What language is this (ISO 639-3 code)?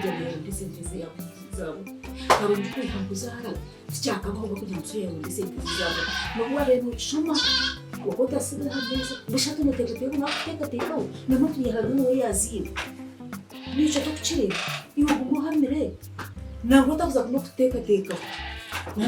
nyn